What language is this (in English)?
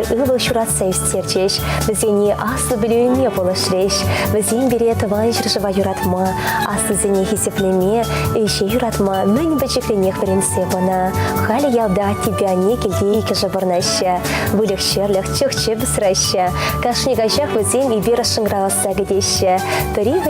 Chuvash